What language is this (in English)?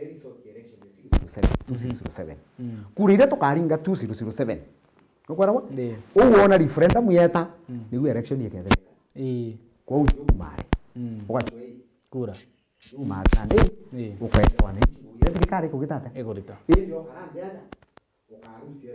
Meru